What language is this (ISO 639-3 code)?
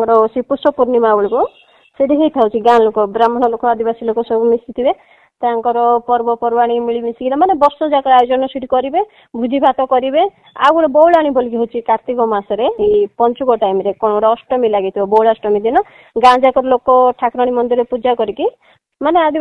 ori